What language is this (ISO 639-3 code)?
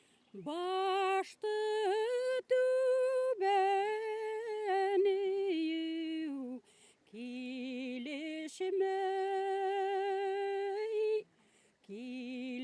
bak